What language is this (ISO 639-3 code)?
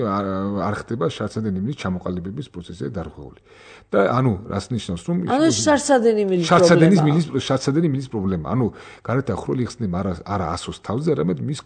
kat